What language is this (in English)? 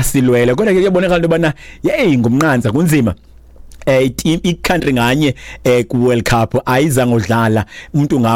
Xhosa